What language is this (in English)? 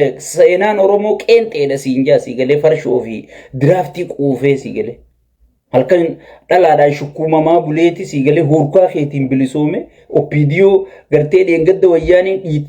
Oromo